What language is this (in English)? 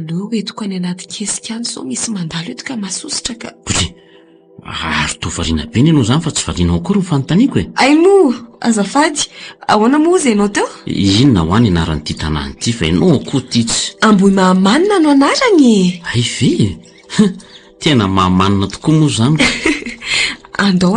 Malagasy